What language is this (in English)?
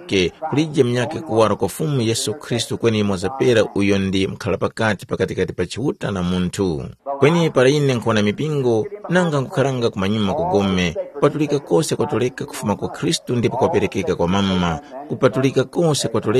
Tumbuka